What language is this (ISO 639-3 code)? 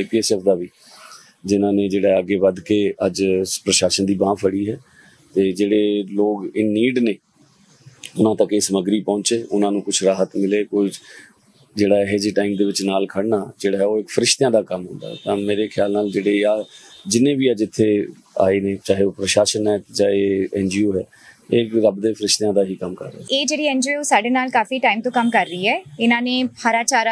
pan